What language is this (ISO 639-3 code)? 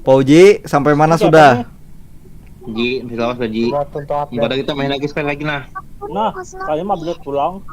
bjn